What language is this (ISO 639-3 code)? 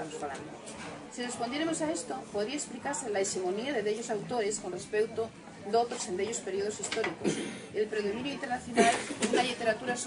ast